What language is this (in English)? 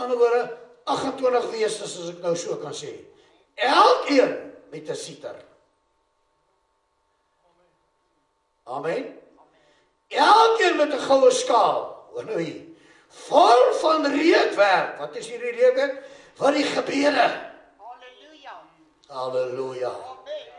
Afrikaans